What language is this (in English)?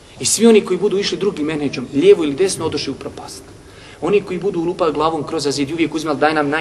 Bosnian